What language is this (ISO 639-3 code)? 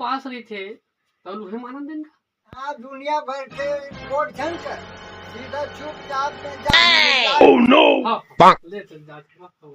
hne